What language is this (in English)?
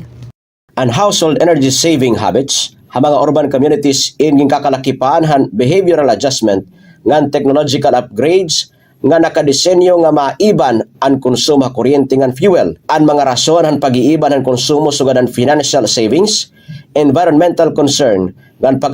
Waray